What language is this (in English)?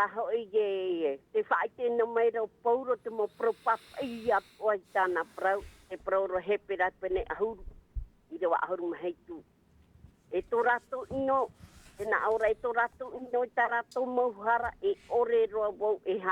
Tahitian